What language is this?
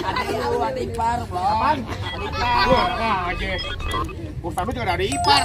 Betawi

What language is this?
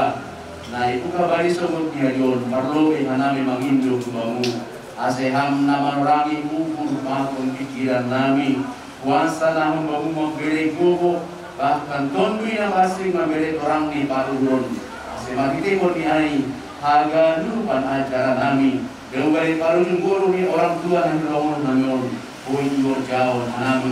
Batak Simalungun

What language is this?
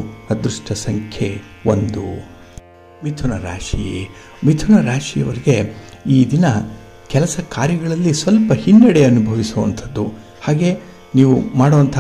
Kannada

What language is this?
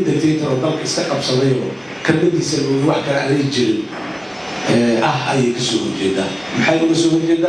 Somali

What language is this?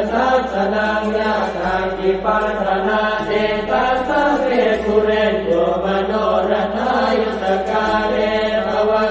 Pali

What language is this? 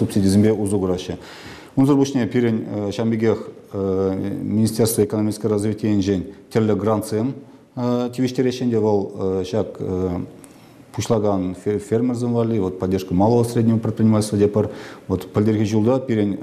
Chuvash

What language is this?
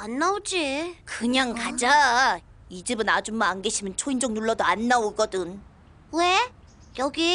Korean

